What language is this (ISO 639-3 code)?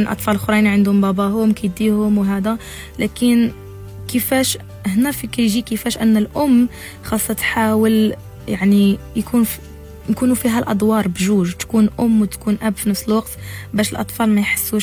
ary